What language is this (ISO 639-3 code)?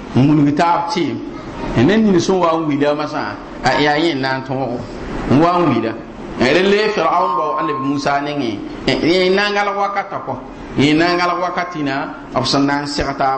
mos